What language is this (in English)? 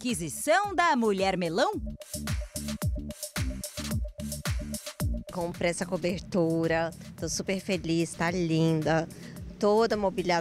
Portuguese